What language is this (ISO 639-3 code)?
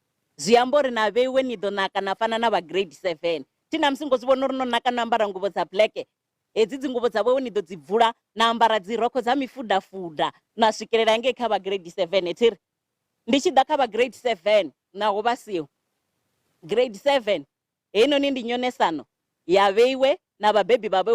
ven